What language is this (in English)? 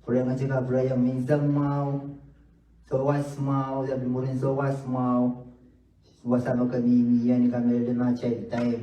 Pohnpeian